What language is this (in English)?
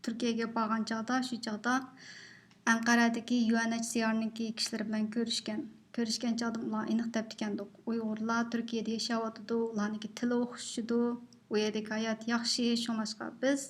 Uyghur